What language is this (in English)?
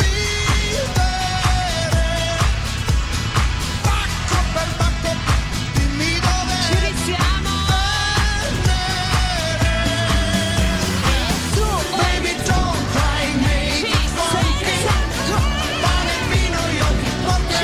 Italian